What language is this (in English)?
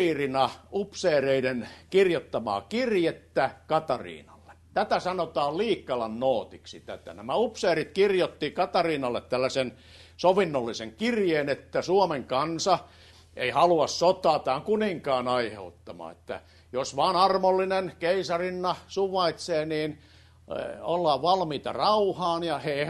Finnish